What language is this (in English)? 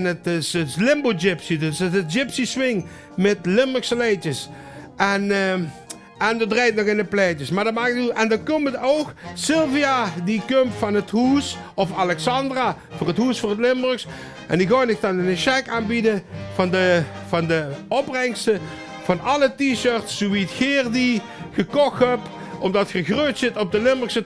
Limburgish